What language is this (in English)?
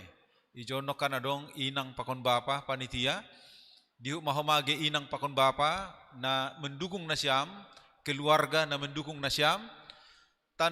Batak Simalungun